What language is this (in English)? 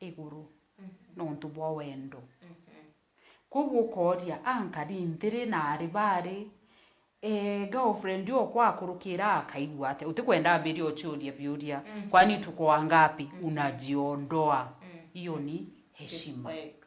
Meru